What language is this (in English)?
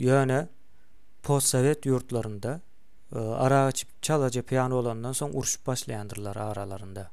Turkmen